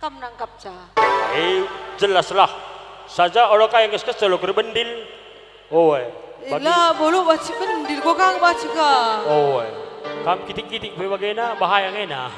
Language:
Batak Karo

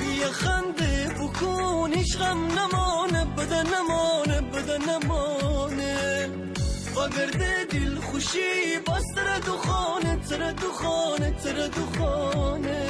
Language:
Gilaki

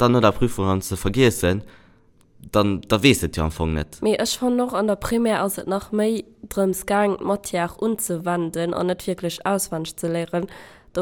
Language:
Luxembourgish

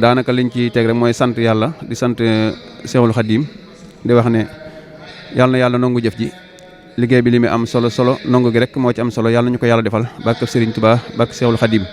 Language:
Wolof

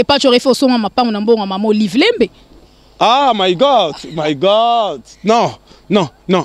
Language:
Lingala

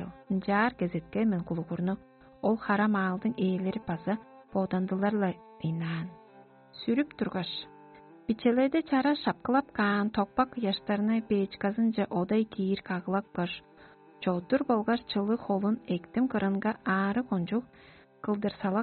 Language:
Tuvinian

